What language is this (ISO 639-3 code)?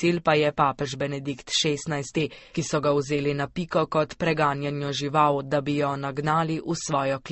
slv